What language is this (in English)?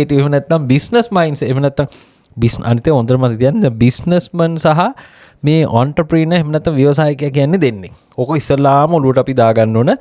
Sinhala